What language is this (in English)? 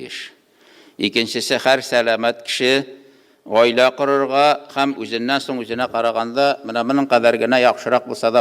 Tatar